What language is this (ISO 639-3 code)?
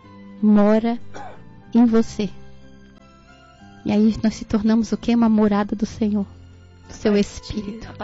por